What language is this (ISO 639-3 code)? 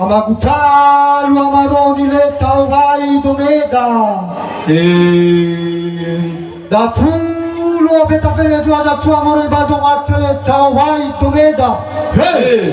nia